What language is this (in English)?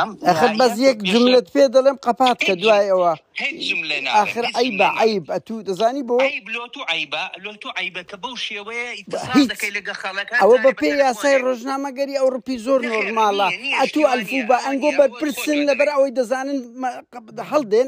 Central Kurdish